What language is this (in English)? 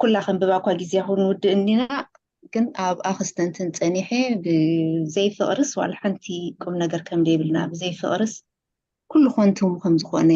Tigrinya